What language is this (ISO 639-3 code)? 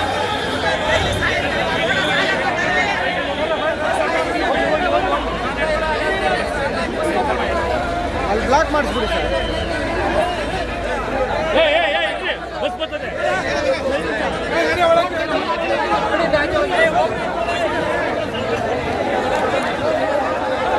kan